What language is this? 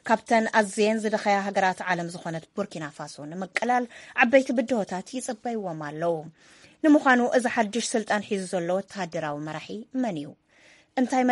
Tigrinya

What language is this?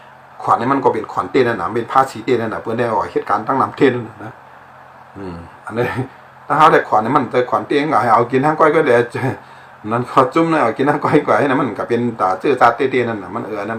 Shan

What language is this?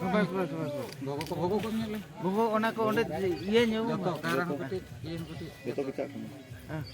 Santali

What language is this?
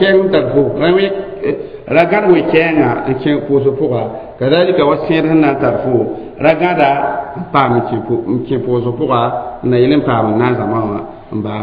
Mossi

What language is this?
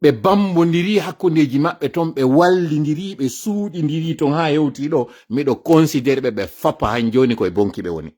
Fula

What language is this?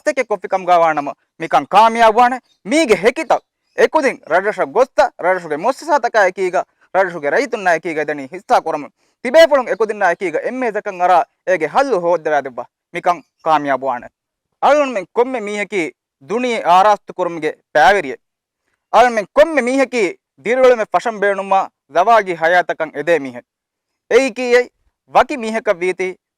Divehi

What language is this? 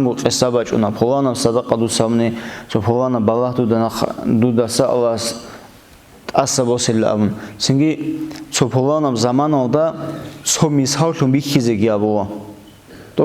Avaric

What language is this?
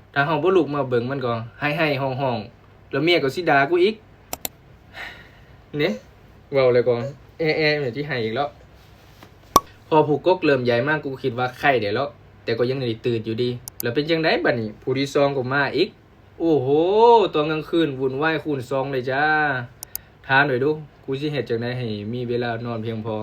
Lao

